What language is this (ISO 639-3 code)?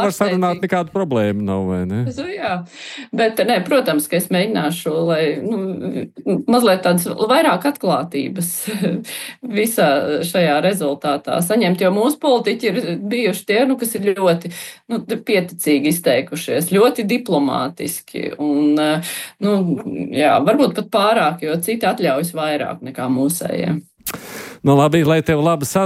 lav